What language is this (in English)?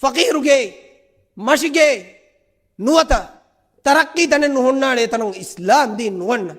Divehi